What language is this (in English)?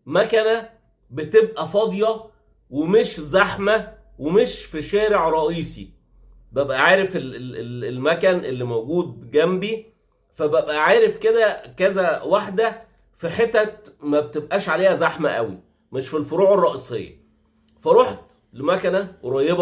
Egyptian Arabic